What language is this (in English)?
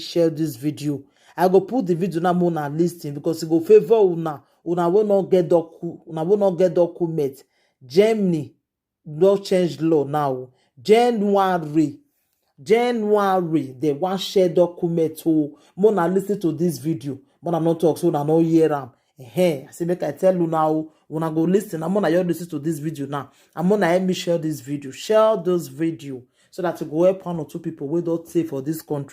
Nigerian Pidgin